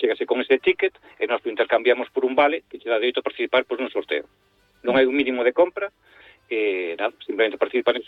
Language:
Galician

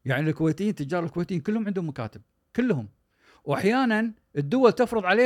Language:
Gulf Arabic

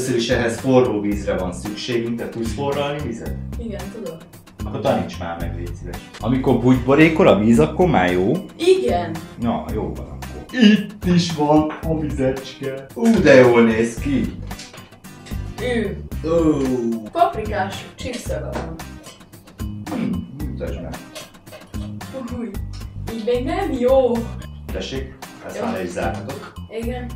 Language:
Hungarian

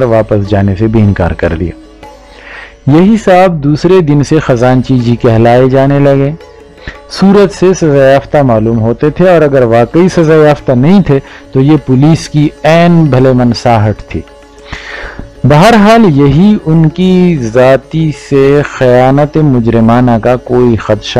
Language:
Urdu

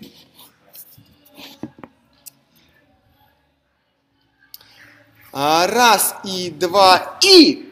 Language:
Russian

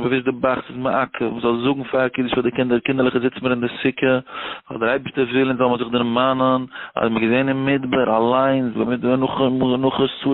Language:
Yiddish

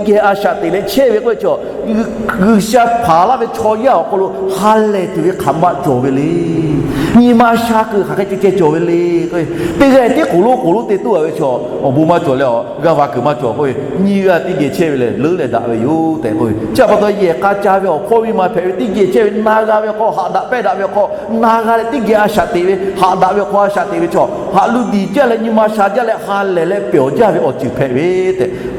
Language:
Lahu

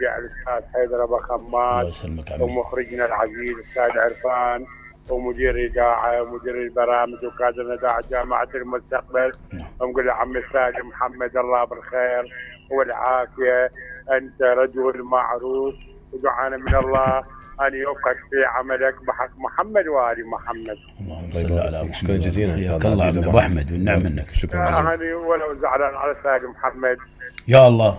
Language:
Mesopotamian Arabic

